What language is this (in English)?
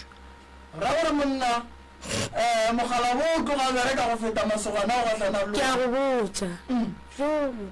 Northern Sotho